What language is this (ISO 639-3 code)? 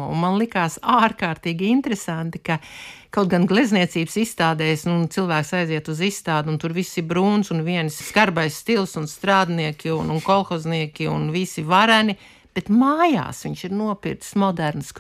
lav